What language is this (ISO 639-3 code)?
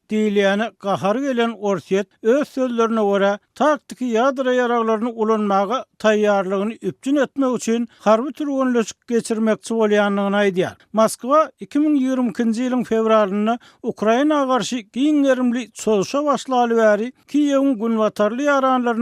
tuk